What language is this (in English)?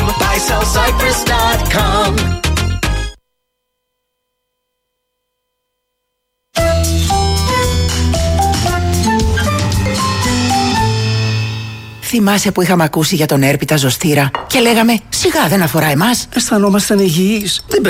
Greek